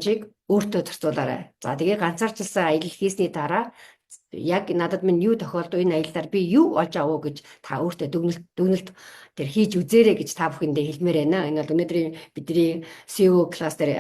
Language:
Mongolian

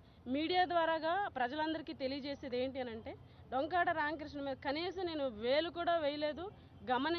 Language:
Telugu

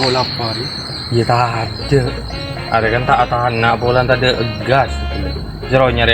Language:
Madurese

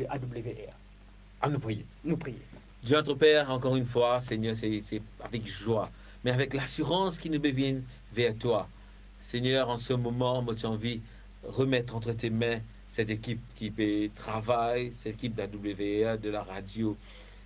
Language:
Morisyen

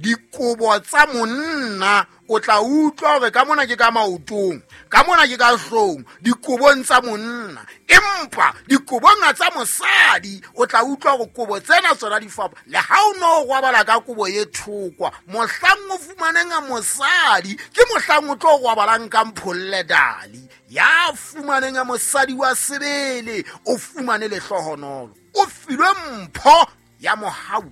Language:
Southern Sotho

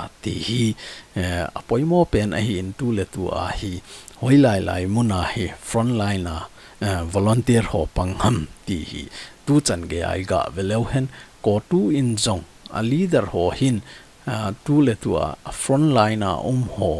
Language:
Thado Chin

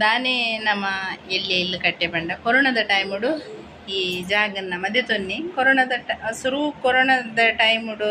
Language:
Tulu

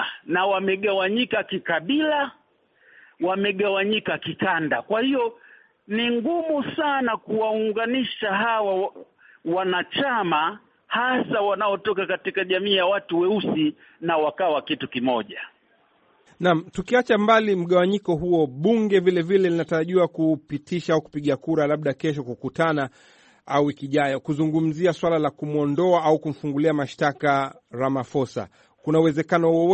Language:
Swahili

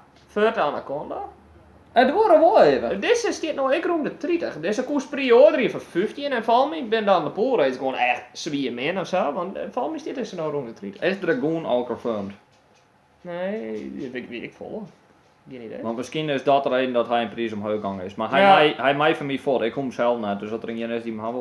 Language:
Western Frisian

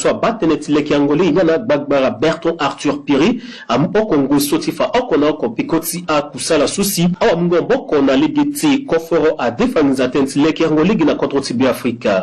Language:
Sango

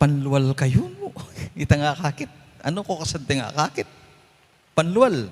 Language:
Pampanga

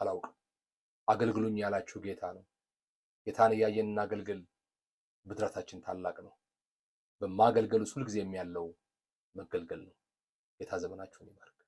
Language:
Amharic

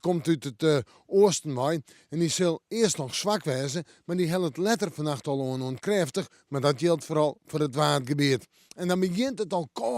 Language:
Western Frisian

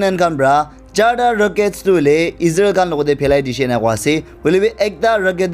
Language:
Naga Pidgin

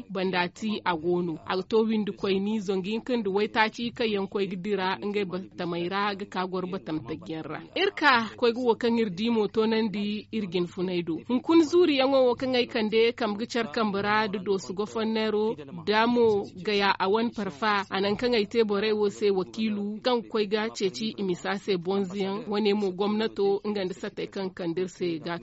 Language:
Zarma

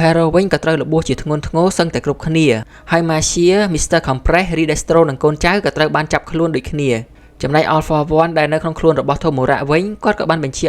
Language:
Khmer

